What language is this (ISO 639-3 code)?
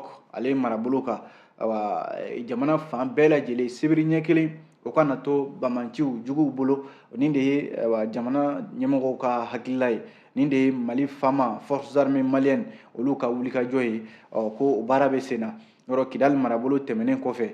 bam